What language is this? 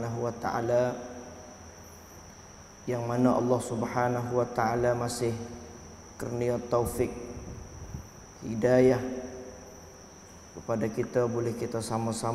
Malay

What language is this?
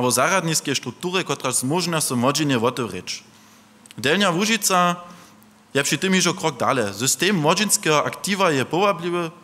Upper Sorbian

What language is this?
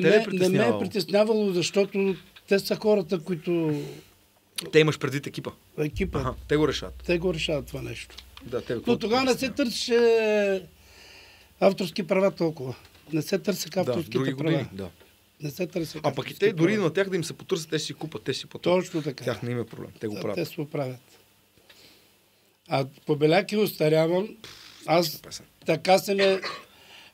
Bulgarian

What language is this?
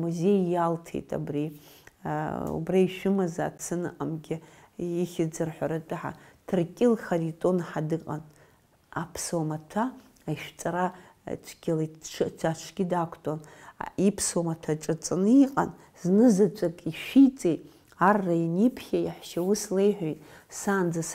Abkhazian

